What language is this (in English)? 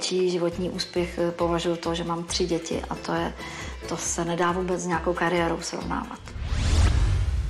Czech